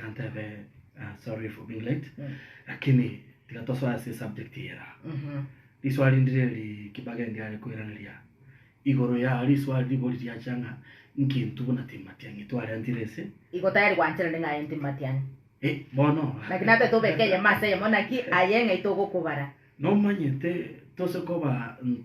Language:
Gusii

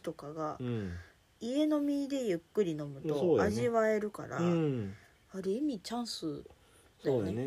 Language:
Japanese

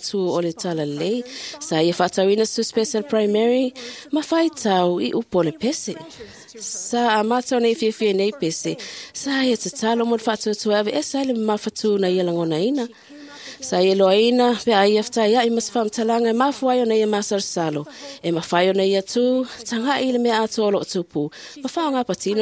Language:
Samoan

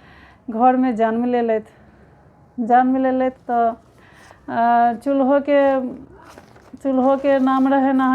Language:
Maithili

